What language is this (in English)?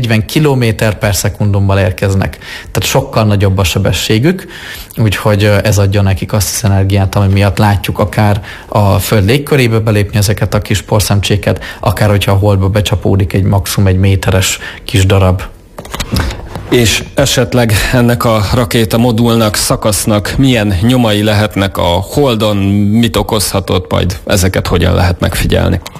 Hungarian